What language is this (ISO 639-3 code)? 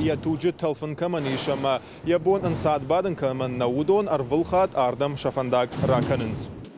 oss